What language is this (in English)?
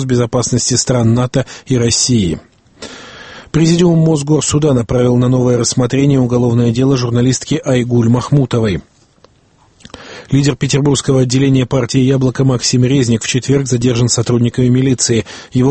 Russian